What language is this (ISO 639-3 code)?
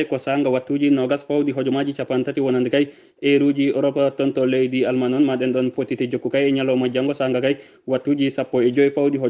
ful